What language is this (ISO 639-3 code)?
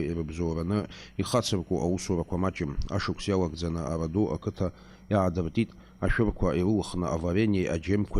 abk